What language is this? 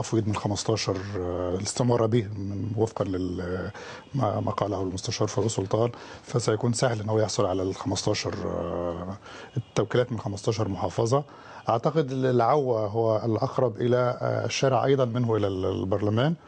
Egyptian Arabic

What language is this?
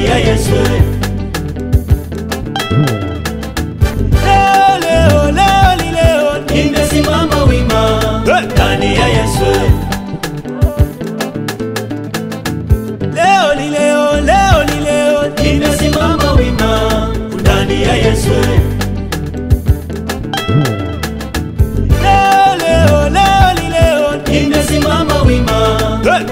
Swahili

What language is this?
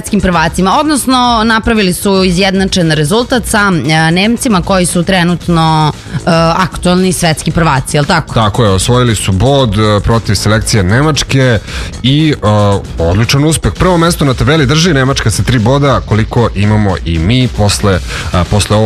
Serbian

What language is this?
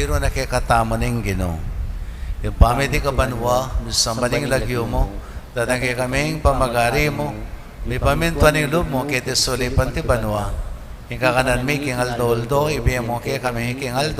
Pampanga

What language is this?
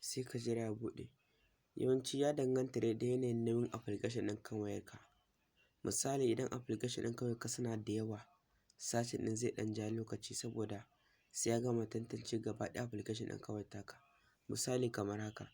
Hausa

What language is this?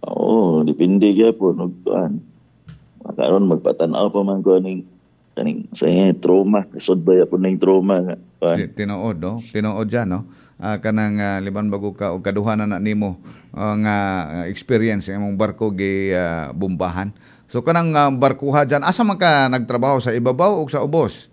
Cebuano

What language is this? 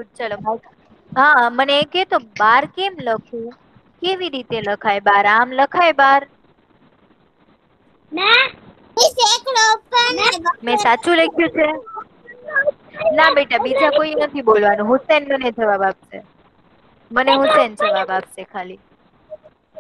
Gujarati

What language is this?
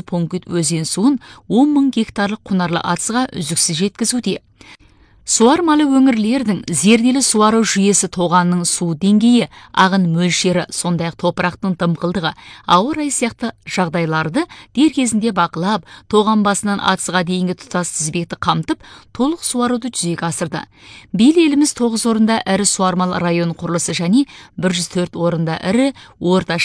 Kazakh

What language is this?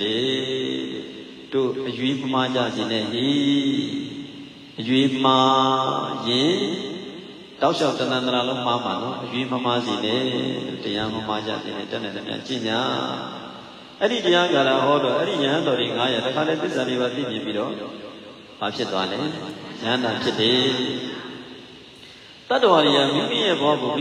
Burmese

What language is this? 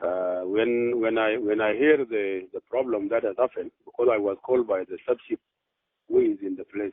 Nuer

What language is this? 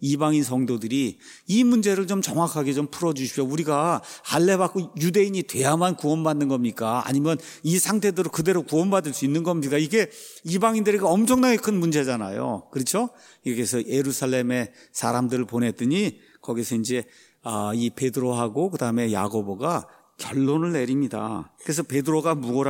Korean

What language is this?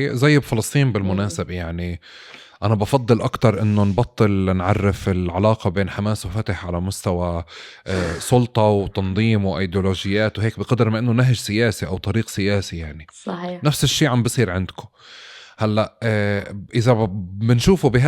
North Levantine Arabic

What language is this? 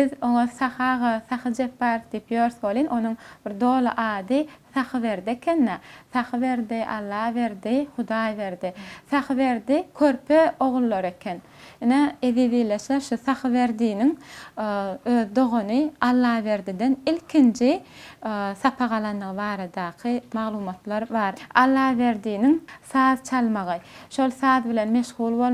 Turkmen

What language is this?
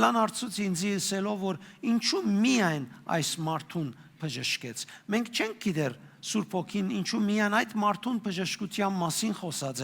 Western Armenian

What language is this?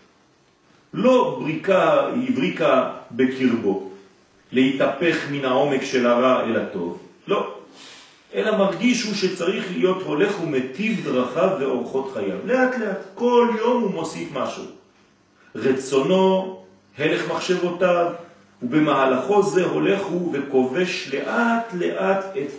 Hebrew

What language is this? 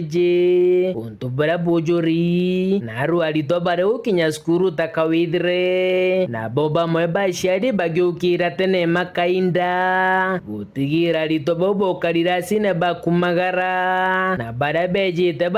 Meru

